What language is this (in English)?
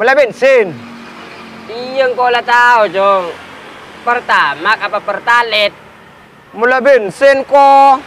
Madurese